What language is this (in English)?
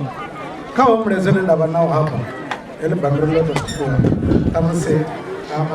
Venda